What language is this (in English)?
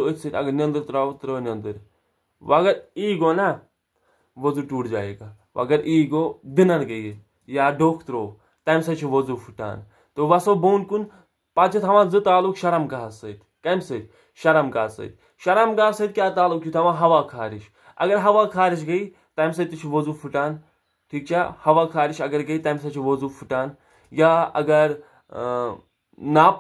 Kashmiri